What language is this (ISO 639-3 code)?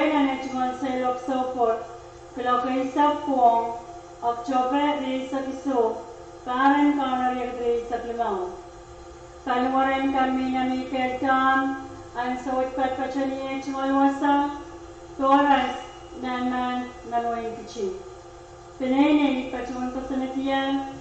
pon